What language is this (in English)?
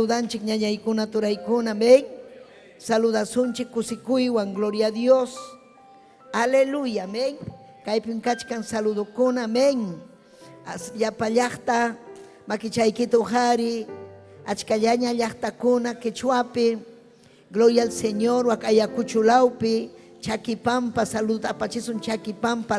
Ayacucho Quechua